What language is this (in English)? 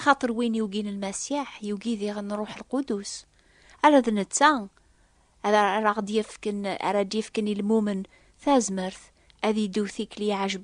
Kabyle